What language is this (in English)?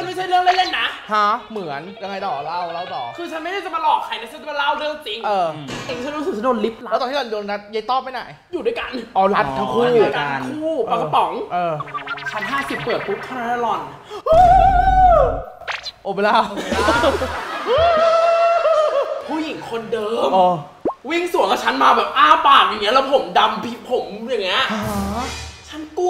Thai